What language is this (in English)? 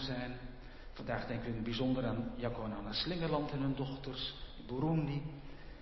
Dutch